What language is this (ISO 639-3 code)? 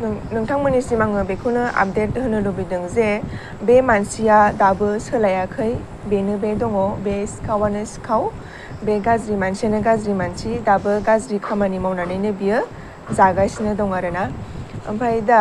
brx